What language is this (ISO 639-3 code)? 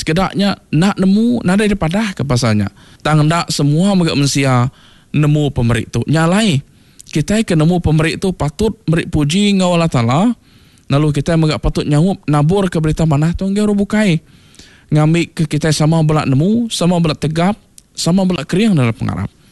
iba